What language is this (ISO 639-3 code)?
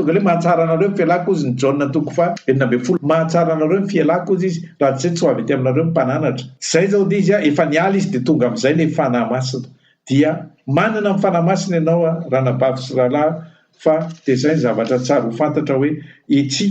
mlg